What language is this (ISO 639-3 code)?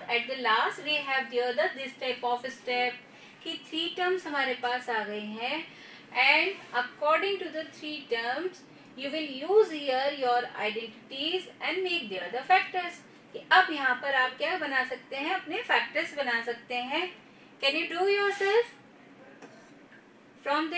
hin